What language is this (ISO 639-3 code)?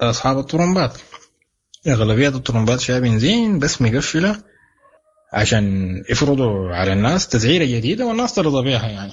apd